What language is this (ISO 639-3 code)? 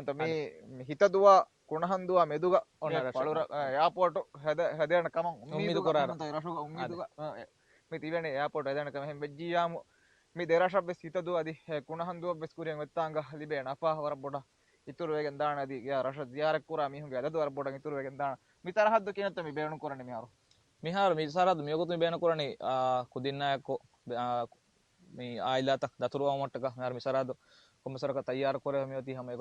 div